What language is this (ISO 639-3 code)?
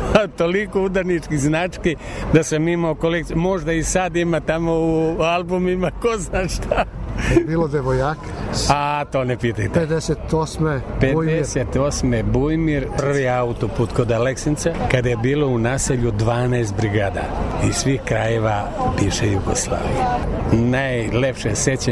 srp